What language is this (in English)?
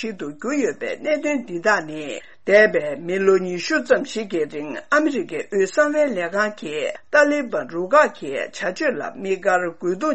Tibetan